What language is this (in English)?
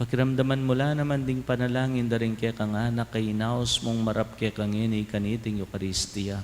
Pampanga